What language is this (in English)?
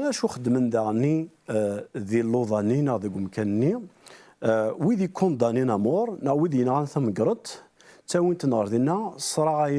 Kabyle